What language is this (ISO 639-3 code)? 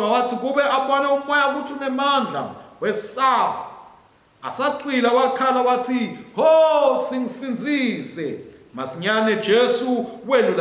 ssw